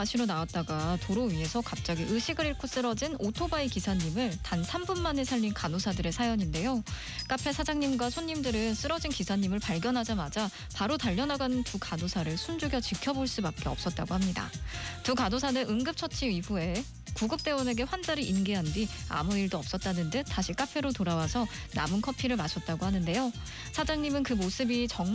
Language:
Korean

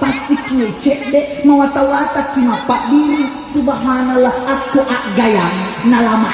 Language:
Buginese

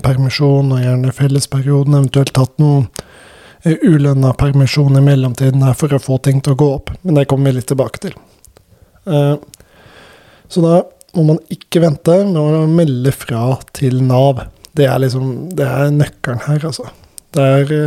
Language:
Norwegian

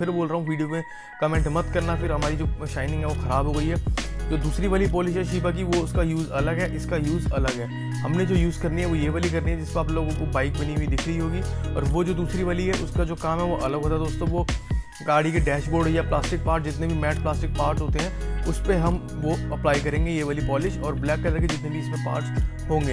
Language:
Hindi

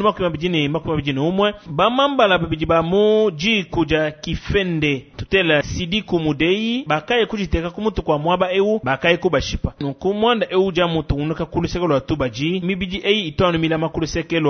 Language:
Luba-Lulua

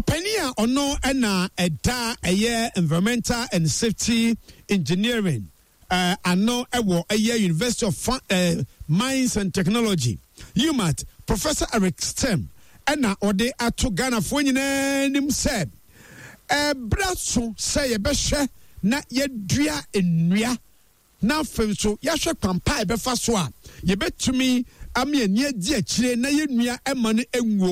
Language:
Akan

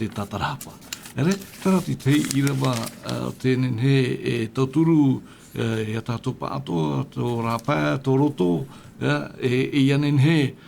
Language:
Tahitian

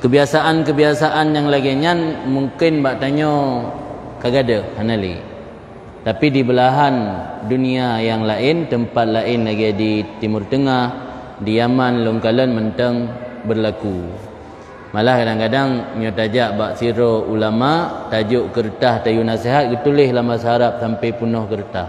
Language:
Achinese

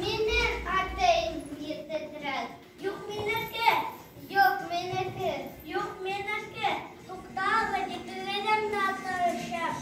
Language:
Bashkir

